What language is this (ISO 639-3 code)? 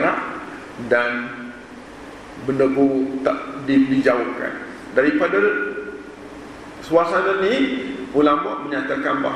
msa